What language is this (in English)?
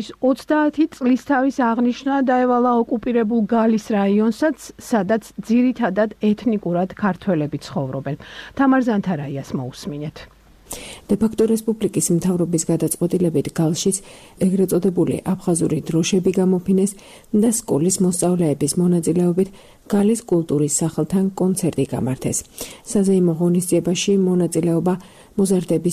Georgian